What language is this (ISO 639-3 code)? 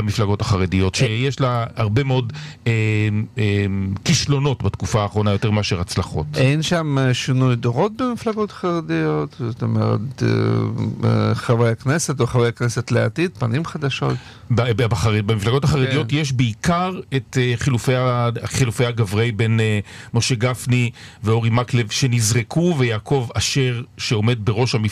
heb